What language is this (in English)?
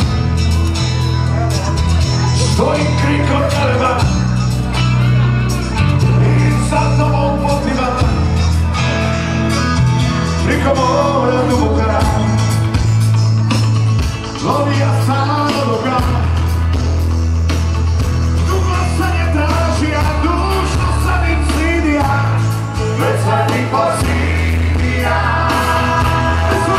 Croatian